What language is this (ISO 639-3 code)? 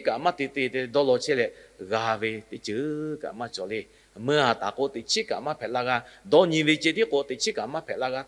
lhu